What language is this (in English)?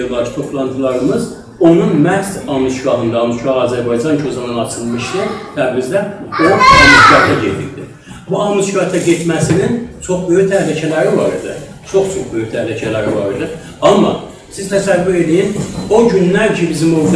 South Azerbaijani